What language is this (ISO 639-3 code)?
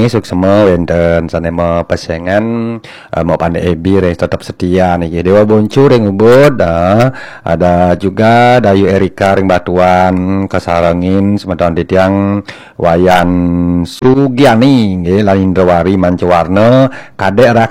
ban